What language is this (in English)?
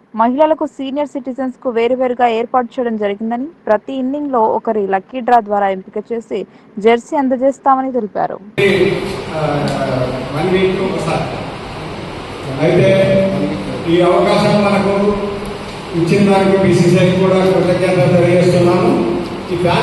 Telugu